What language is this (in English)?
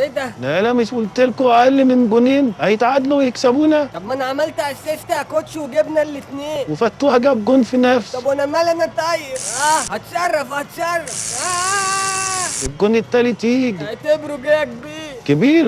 Egyptian Arabic